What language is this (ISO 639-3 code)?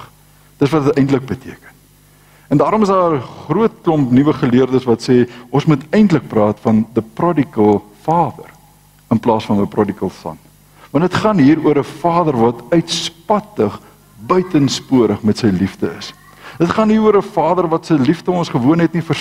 afr